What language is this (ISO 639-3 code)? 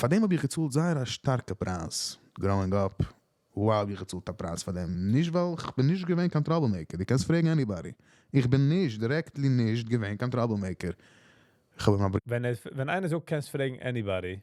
yid